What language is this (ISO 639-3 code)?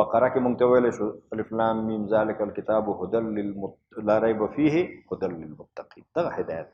pus